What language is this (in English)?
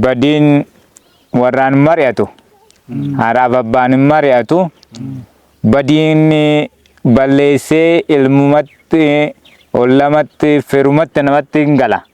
Oromo